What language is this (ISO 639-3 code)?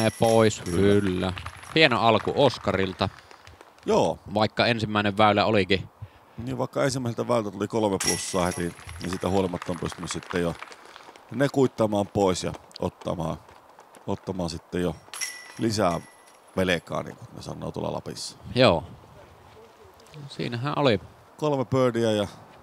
fin